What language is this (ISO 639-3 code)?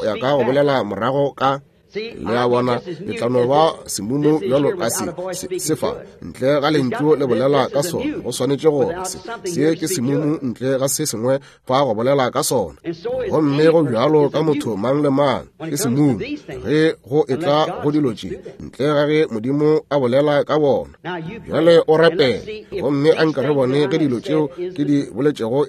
nso